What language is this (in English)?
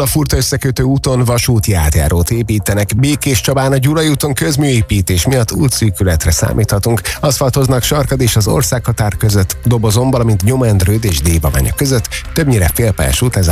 Hungarian